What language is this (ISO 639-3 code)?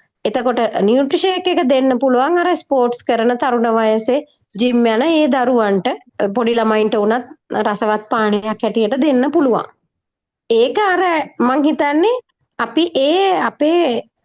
sin